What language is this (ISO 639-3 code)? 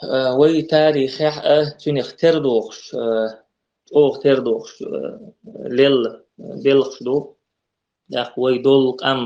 che